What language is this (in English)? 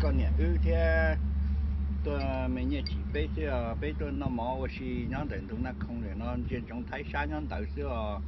Hmong